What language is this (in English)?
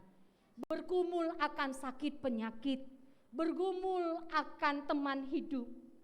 Batak Karo